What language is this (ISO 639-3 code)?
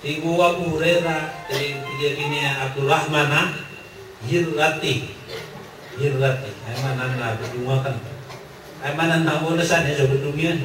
mrw